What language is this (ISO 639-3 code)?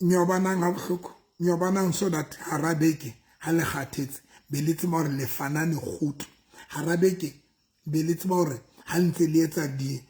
sot